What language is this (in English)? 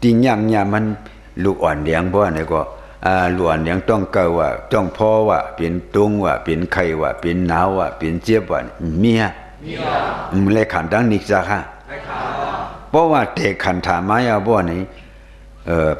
Shan